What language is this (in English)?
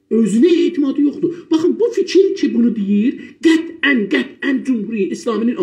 South Azerbaijani